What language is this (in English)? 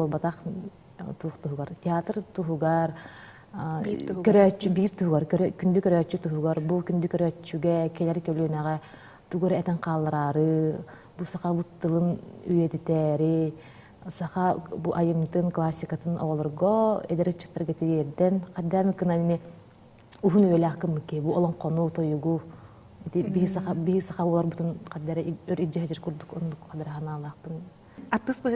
Yakut